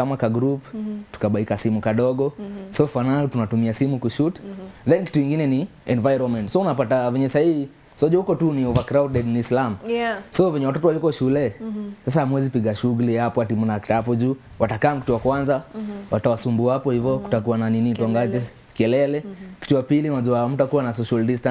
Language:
Swahili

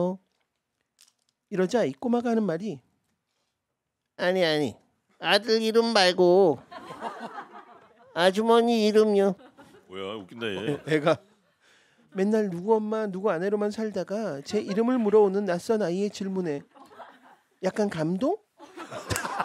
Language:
Korean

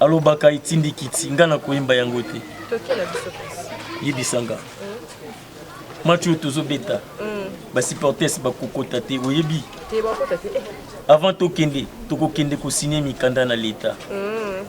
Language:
Lingala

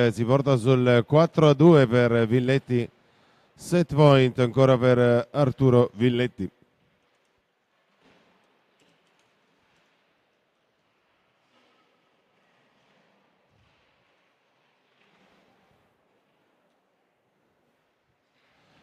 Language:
Italian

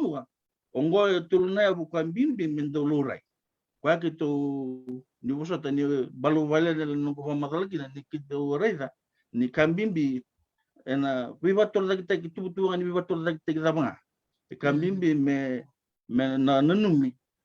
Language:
Fijian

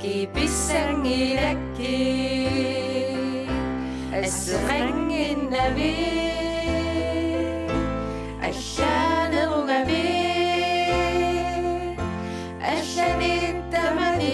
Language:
Kalaallisut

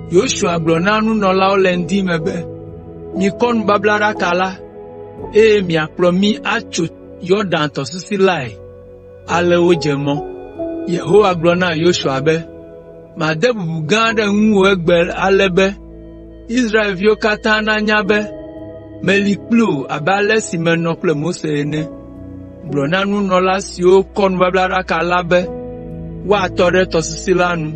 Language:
Ewe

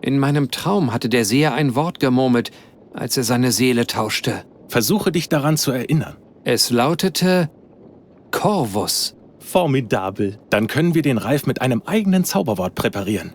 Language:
Bavarian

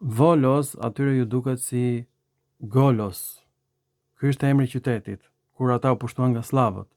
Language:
Albanian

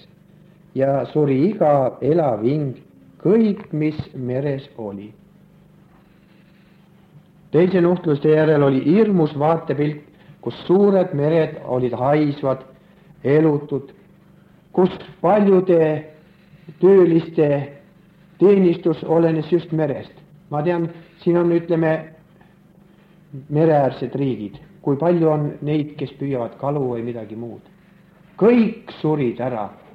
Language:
Estonian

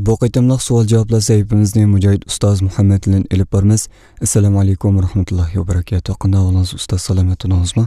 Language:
Uyghur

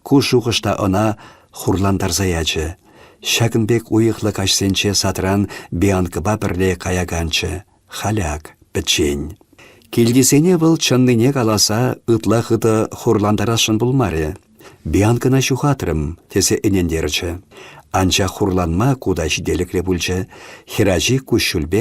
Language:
Chuvash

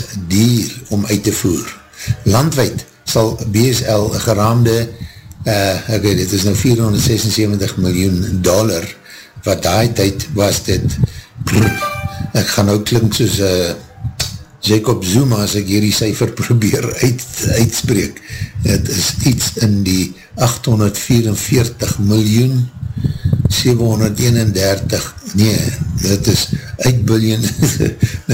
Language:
Afrikaans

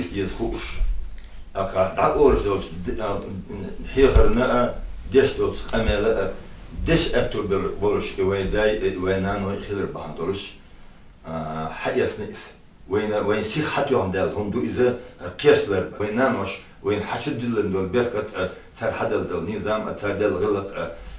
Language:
Chechen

